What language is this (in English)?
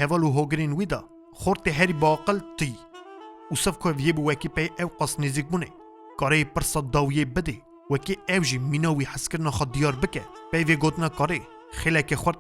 Kurdish